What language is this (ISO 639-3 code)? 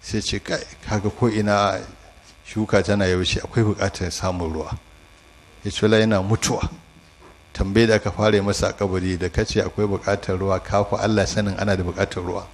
hau